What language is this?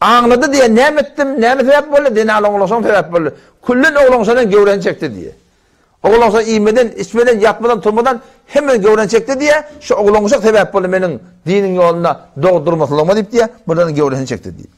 Turkmen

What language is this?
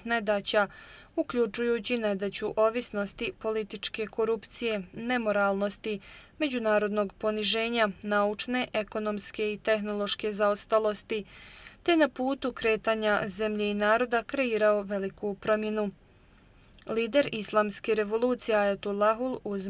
Bosnian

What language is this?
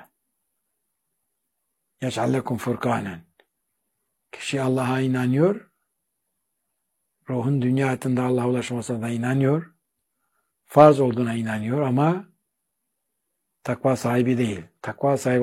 Turkish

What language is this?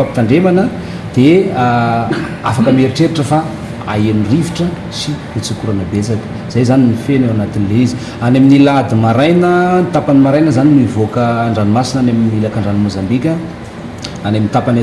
Malagasy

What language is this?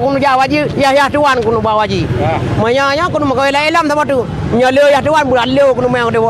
Achinese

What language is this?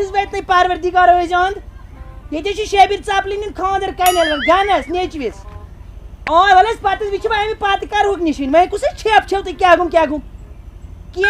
Kashmiri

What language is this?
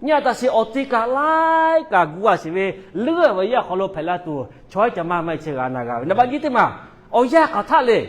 Lahu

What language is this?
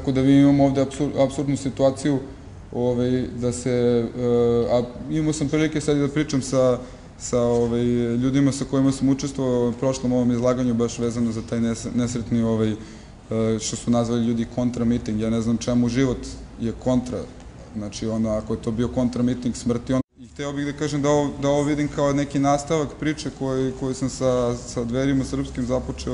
Serbian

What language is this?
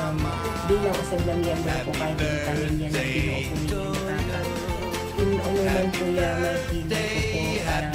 Bikol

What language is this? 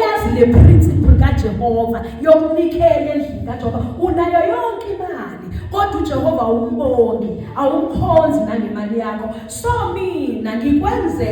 Zulu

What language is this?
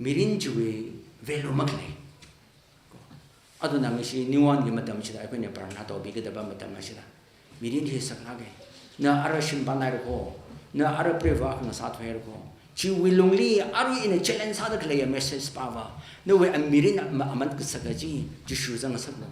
Tangkhul Naga (India)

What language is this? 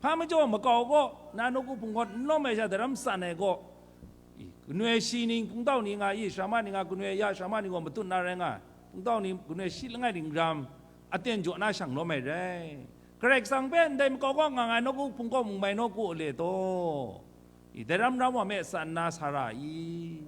Kachin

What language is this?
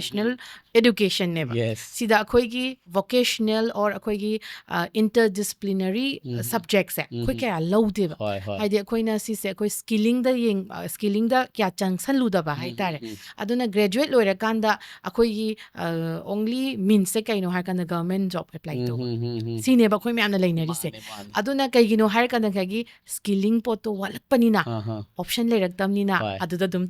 Manipuri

